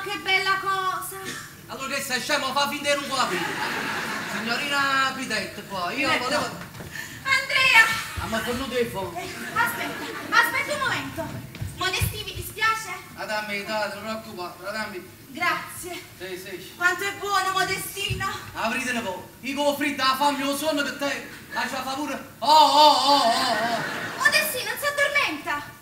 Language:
Neapolitan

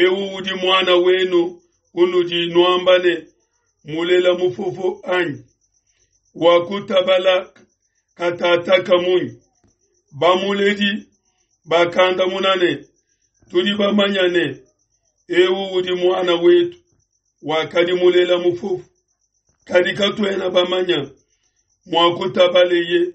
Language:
Luba-Lulua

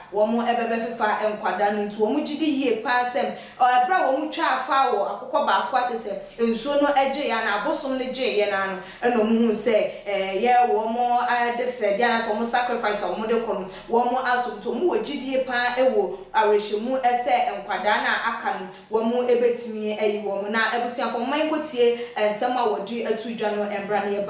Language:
Akan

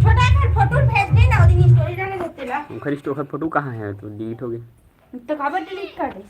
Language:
Chhattisgarhi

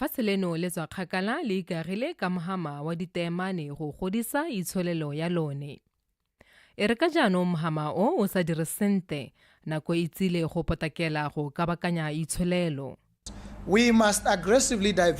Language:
Tswana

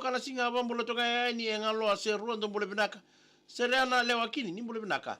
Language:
Fijian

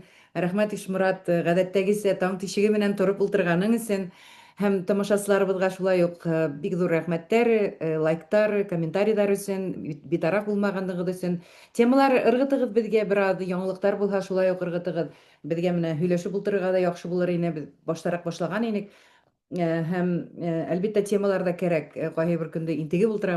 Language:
Bashkir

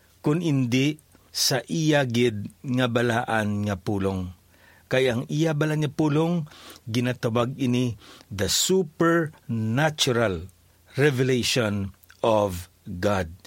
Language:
Hiligaynon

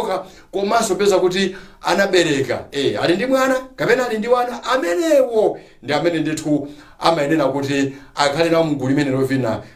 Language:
Nyanja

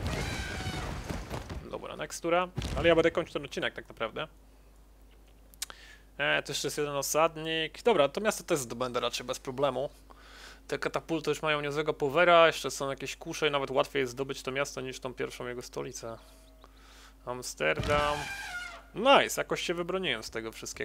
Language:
Polish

